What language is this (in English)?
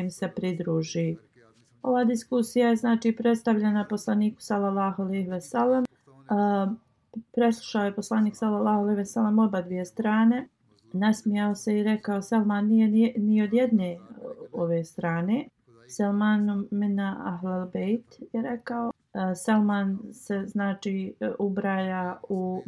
Bosnian